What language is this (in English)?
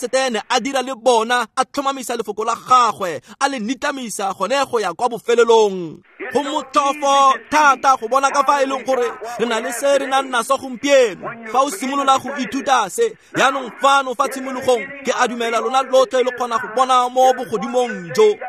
Tswana